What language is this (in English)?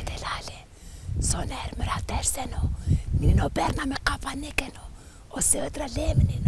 Zaza